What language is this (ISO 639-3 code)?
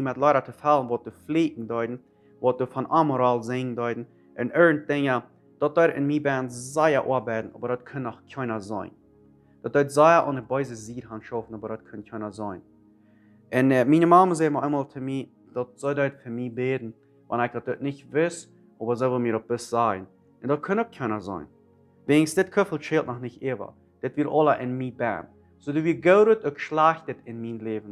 pdt